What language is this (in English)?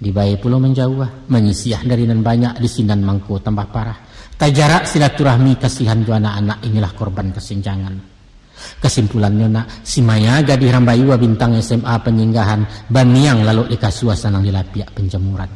Minangkabau